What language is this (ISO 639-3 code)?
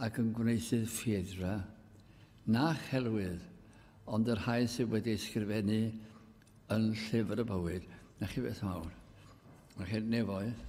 cym